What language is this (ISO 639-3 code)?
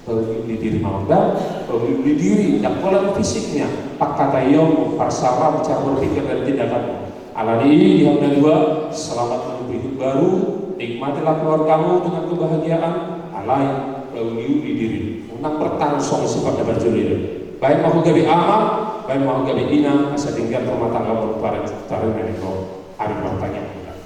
bbc